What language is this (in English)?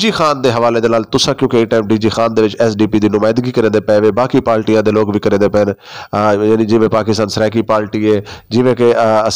Saraiki